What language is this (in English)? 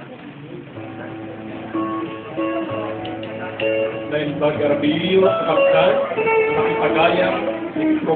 Iloko